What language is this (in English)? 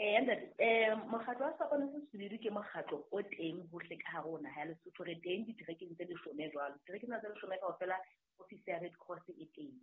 Southern Sotho